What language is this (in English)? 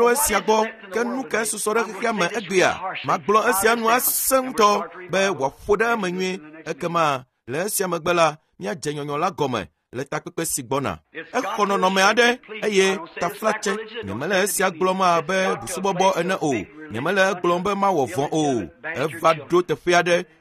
Ewe